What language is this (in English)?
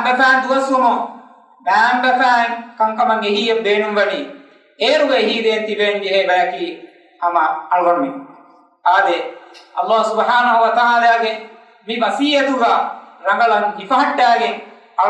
Divehi